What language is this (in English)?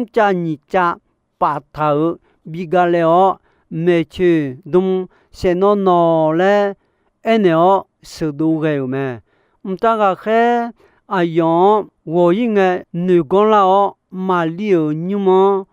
Akha